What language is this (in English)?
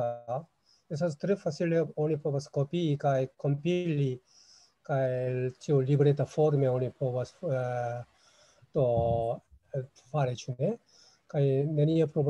Esperanto